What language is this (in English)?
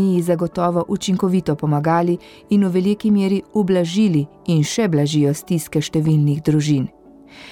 Slovenian